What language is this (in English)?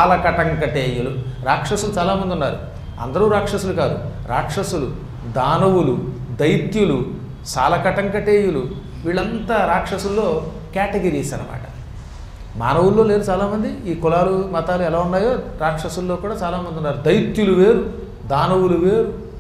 Telugu